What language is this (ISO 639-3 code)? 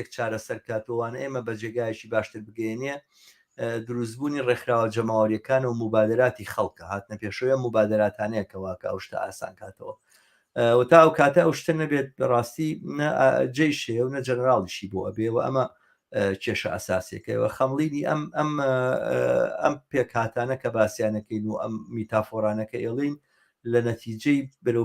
ckb